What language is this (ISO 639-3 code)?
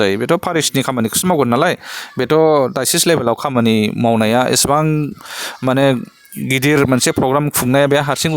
brx